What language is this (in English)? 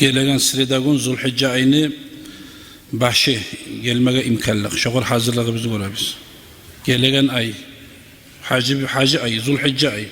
Kumyk